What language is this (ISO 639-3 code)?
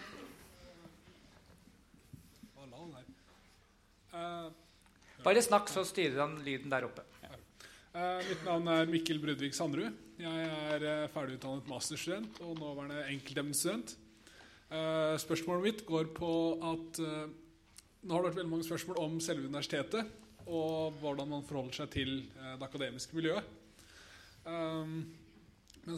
nor